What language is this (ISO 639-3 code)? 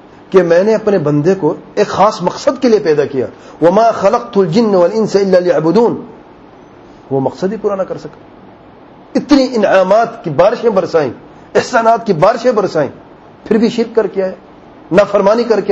urd